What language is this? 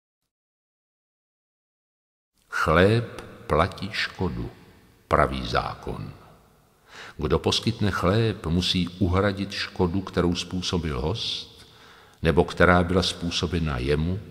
Czech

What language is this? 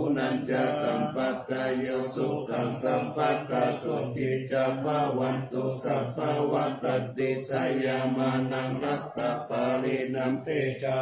Pali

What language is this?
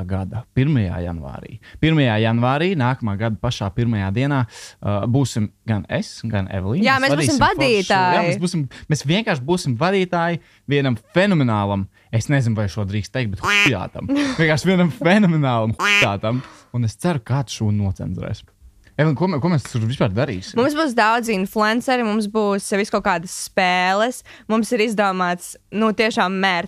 Latvian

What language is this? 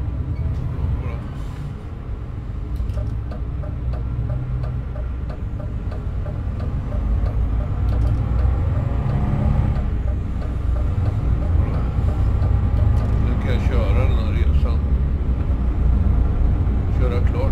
Swedish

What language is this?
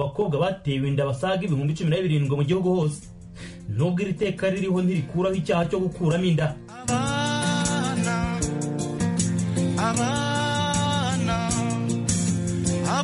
Kinyarwanda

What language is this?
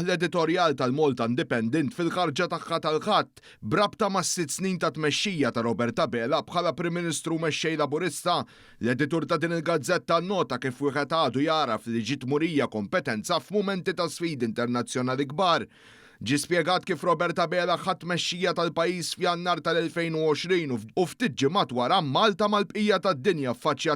Maltese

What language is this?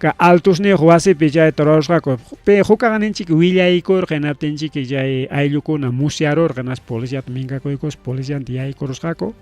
Ayacucho Quechua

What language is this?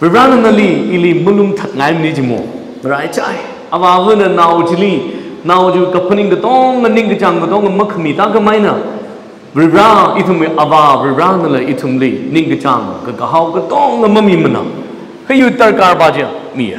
Tangkhul Naga (India)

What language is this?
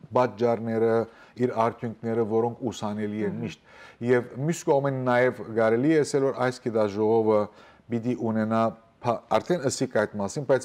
Western Armenian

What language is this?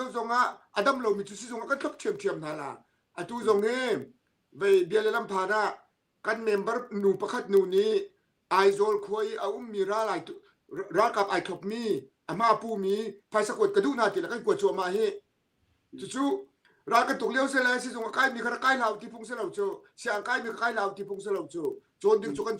Hakha Chin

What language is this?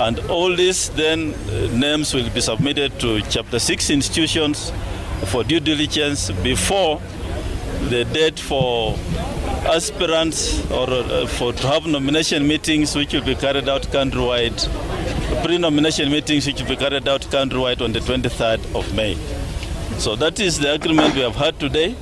Gusii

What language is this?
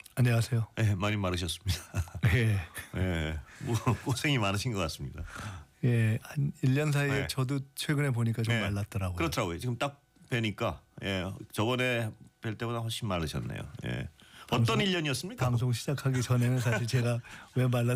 Korean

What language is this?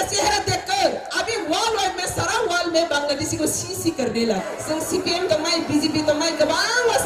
Kok Borok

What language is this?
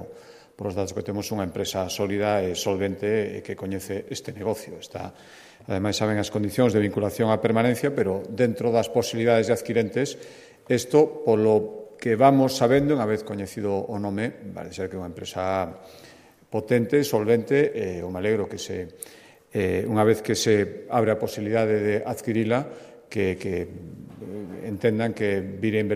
Galician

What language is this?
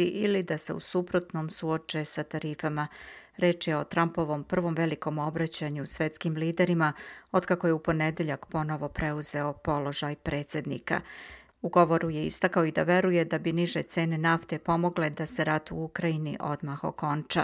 Serbian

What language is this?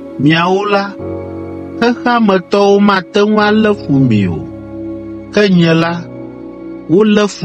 Ewe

